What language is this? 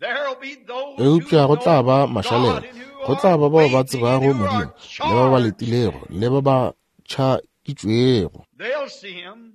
Northern Sotho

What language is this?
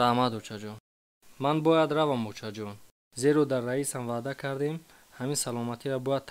Tajik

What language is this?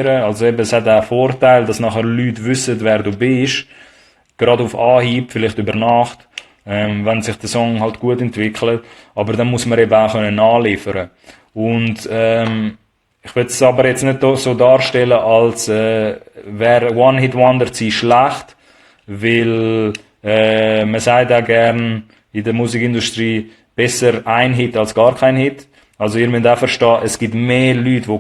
Swiss German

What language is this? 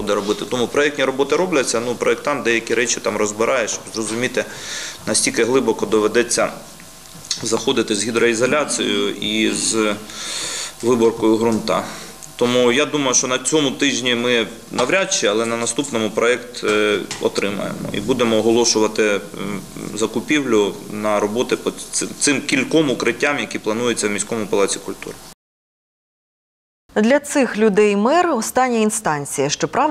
Ukrainian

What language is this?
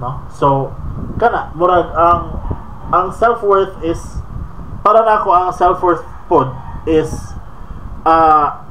Cebuano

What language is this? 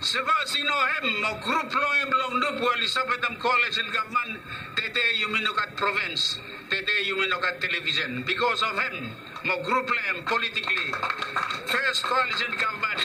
Bislama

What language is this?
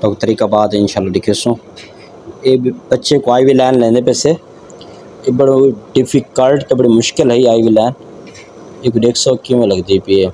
Saraiki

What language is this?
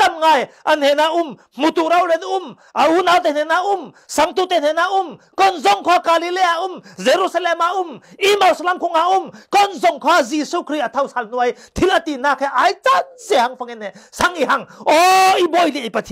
Falam Chin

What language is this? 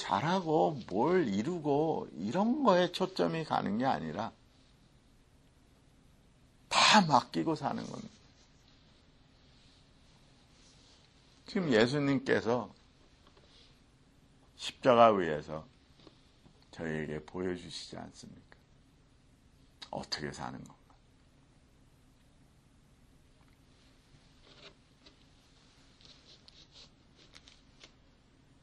Korean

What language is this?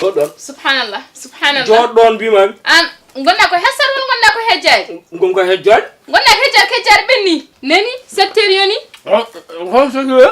Fula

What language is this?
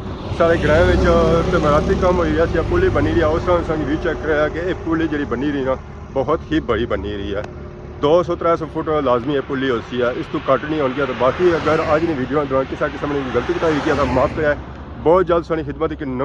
Pahari-Potwari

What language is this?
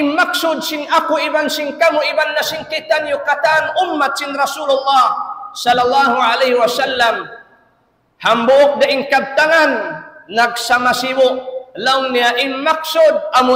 Tausug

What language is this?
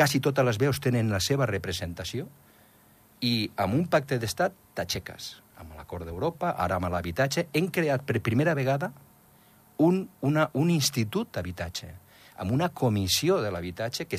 Catalan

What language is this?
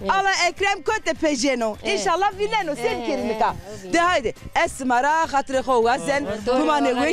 Zaza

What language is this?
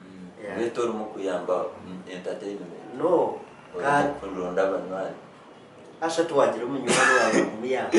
Nyankole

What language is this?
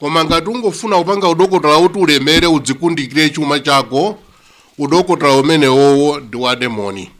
Nyanja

